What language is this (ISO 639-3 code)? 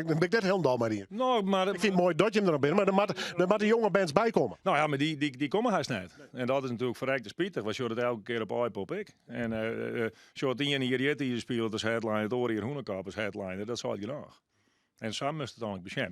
fry